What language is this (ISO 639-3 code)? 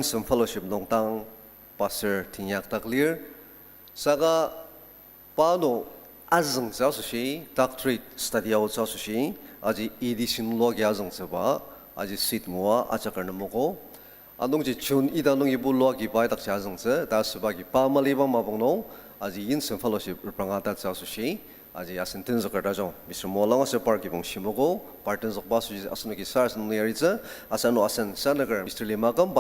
njo